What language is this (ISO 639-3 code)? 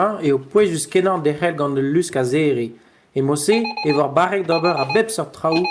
bre